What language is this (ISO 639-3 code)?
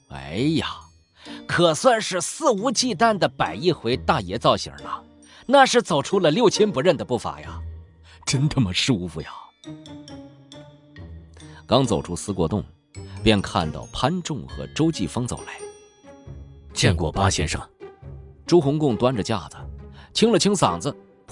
zho